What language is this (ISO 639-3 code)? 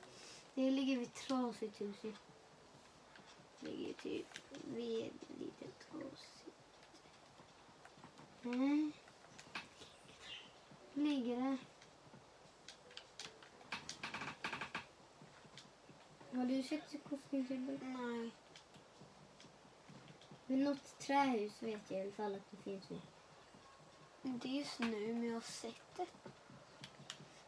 swe